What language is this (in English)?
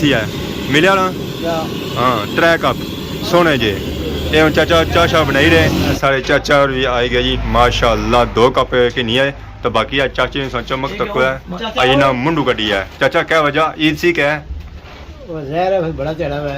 Pahari-Potwari